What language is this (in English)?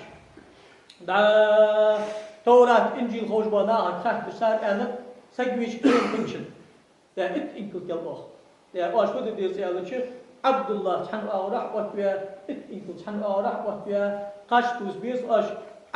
Ingush